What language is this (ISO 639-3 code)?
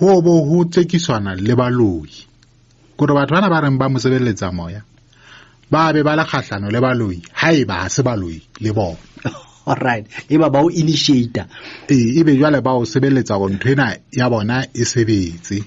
sot